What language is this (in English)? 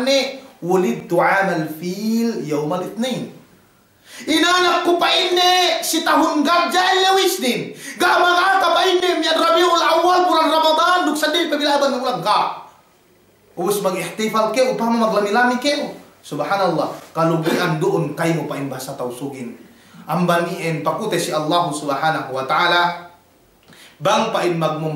Yakan